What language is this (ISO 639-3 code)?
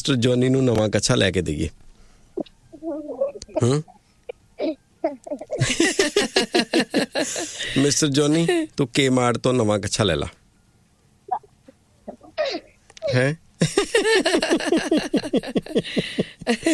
pan